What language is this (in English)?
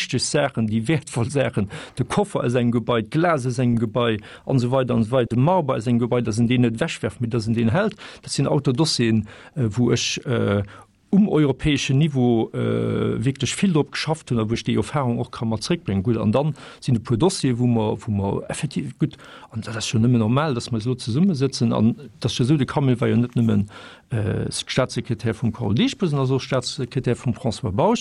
Luxembourgish